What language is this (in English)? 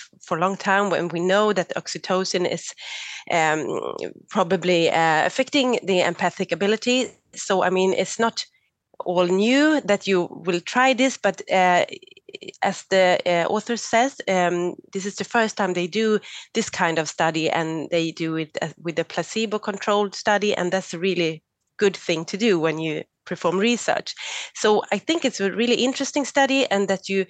Danish